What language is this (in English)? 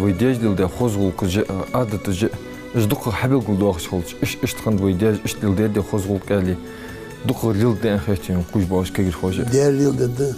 Ingush